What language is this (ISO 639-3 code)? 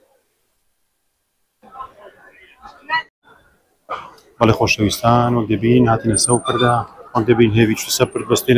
ckb